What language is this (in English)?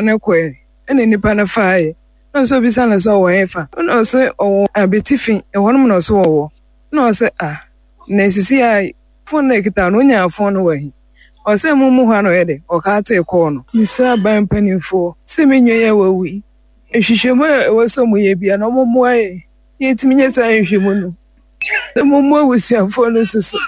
Akan